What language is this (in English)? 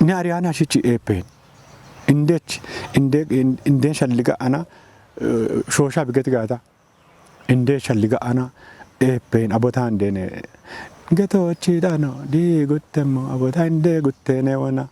Kafa